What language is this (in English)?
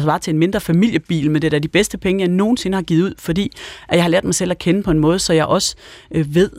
Danish